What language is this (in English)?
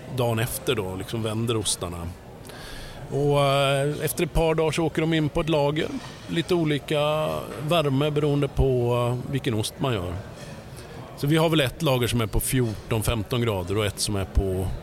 Swedish